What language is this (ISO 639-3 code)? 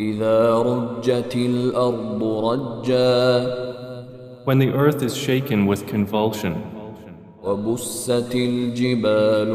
div